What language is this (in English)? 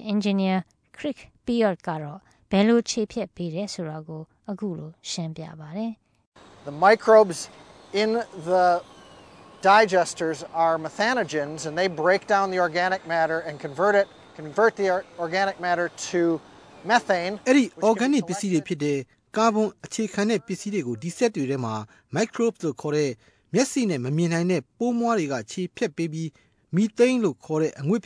Burmese